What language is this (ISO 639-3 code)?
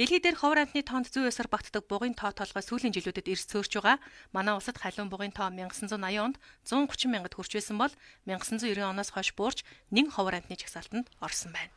mon